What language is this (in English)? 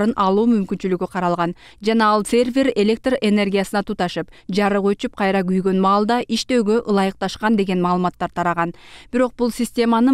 Kyrgyz